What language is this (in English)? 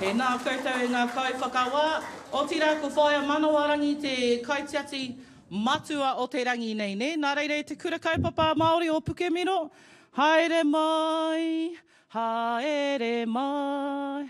Māori